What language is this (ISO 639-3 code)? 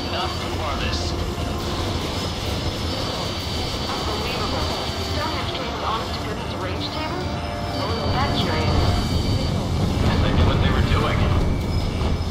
eng